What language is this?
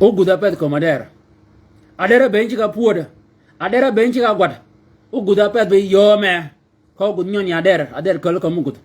Shilluk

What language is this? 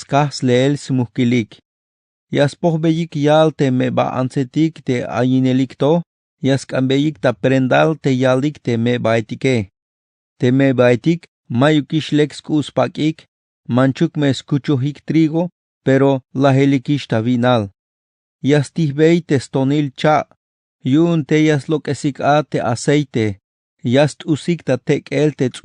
Tzeltal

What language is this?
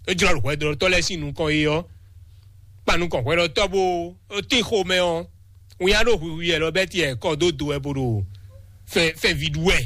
Fon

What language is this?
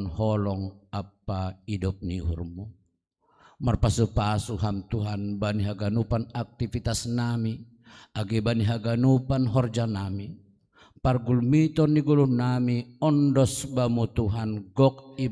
Batak Simalungun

